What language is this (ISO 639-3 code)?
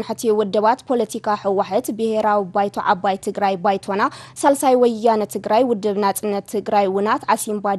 tir